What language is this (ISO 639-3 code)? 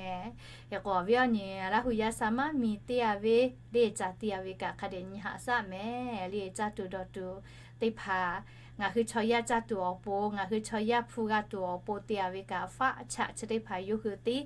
lhu